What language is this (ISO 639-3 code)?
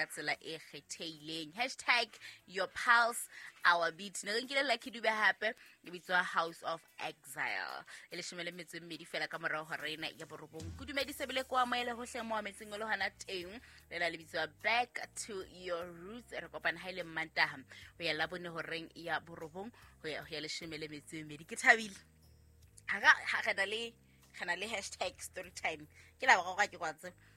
sot